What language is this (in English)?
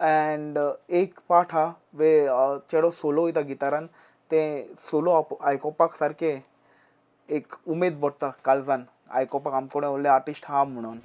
Konkani